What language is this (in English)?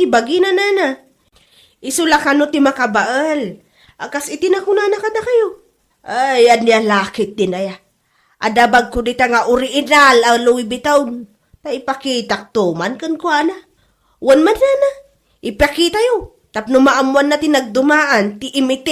Iloko